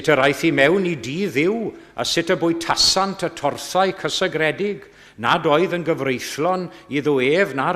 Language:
Welsh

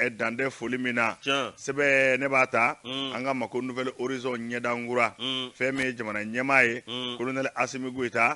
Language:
Bambara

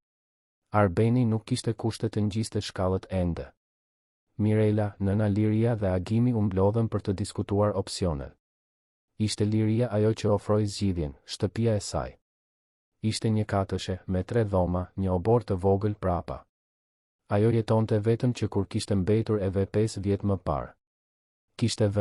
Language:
Albanian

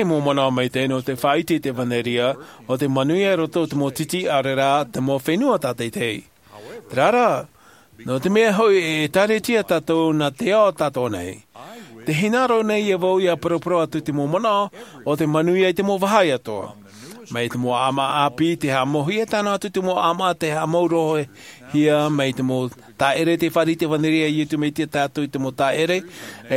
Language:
Tahitian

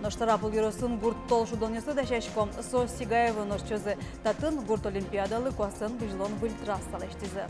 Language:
Udmurt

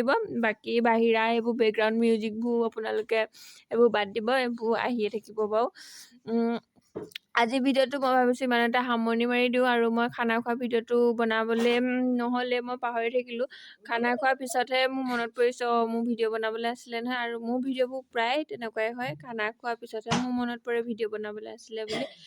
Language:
Assamese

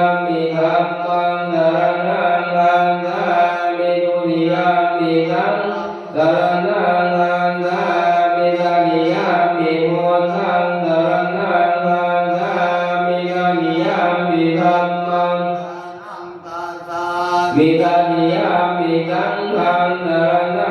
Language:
Pali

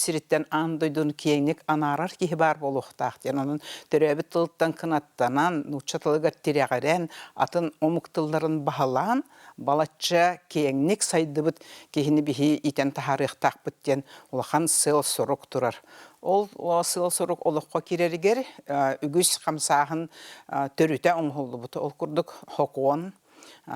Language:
Yakut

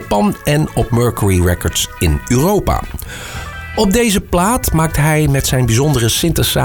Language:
Dutch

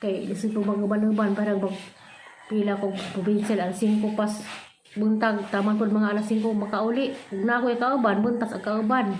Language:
Cebuano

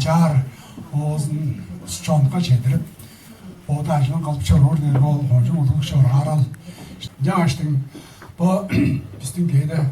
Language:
Tuvinian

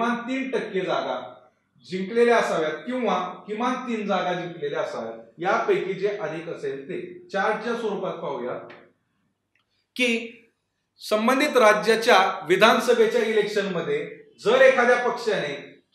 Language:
Marathi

